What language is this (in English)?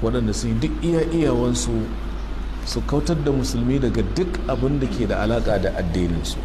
Hausa